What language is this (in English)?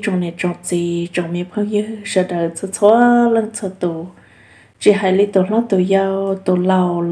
Vietnamese